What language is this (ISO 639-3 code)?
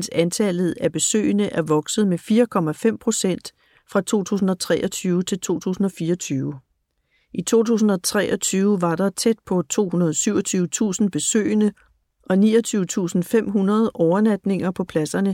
dan